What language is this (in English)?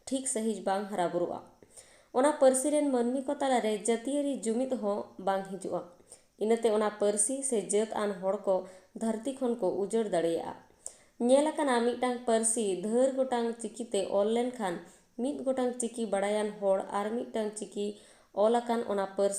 Santali